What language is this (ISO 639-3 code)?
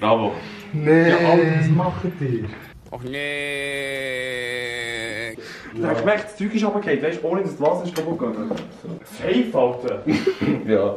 gsw